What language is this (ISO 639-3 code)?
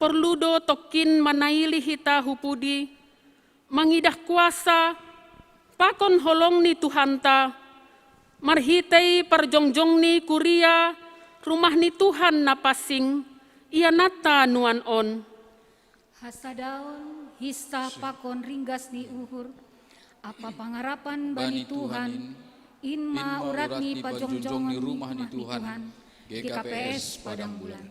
bts